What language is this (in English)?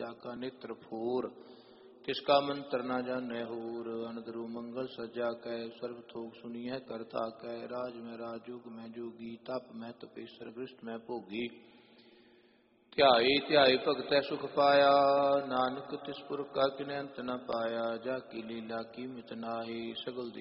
Punjabi